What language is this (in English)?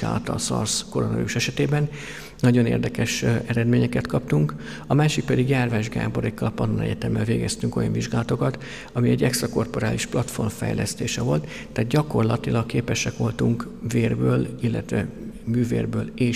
Hungarian